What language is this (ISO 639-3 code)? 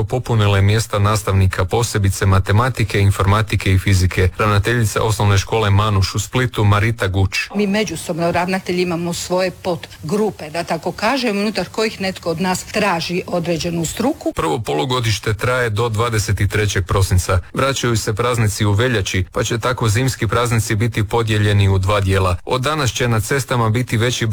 hrv